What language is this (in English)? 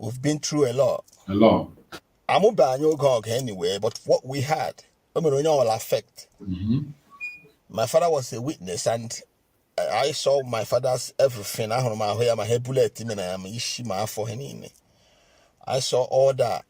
Igbo